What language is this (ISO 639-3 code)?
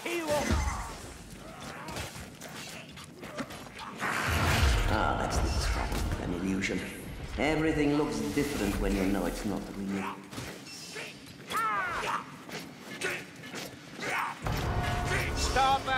eng